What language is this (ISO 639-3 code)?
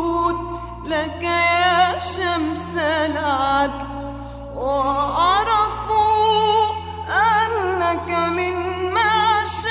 ara